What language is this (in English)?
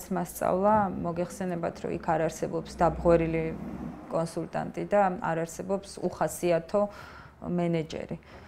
Georgian